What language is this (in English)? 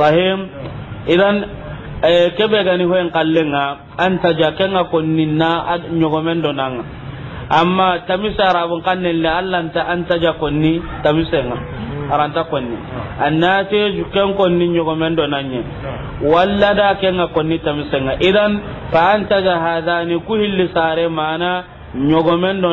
Soninke